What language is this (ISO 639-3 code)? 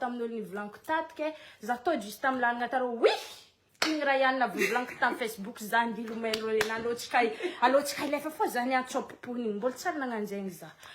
mlg